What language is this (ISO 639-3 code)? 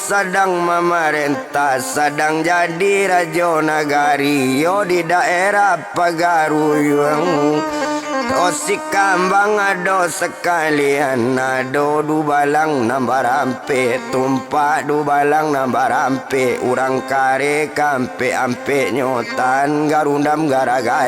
min